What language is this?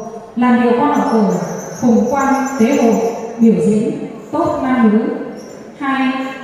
Vietnamese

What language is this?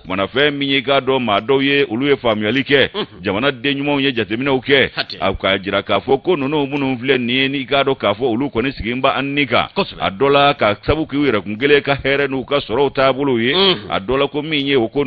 Bambara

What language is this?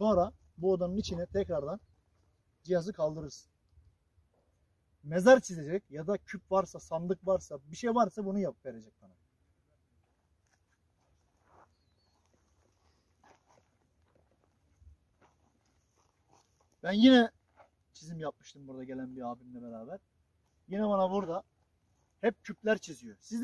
Turkish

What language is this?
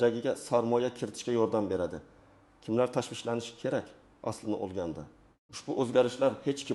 Uzbek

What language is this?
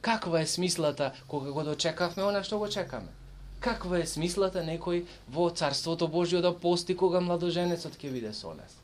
Macedonian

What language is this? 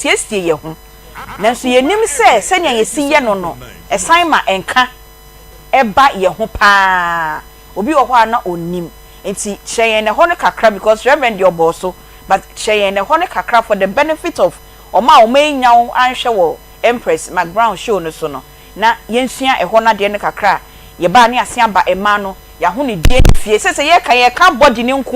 Akan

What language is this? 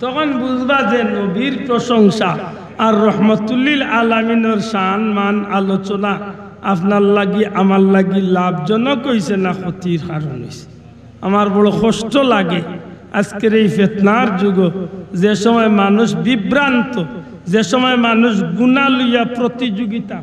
Sylheti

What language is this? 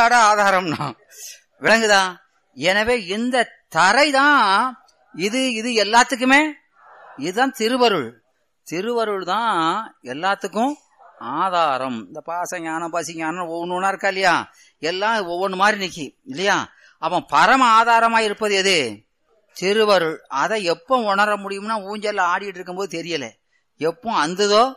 Tamil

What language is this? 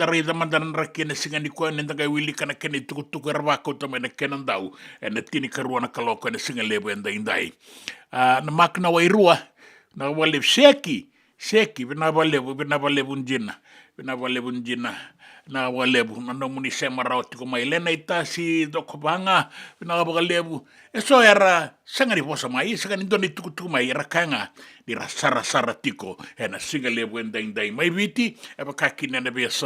Fijian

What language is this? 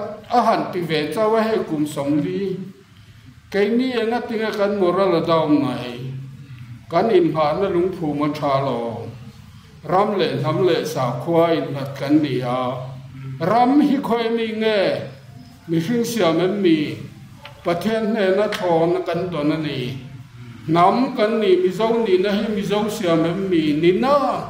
Mizo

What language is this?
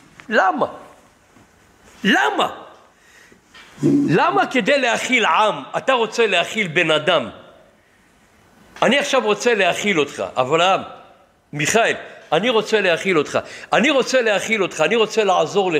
Hebrew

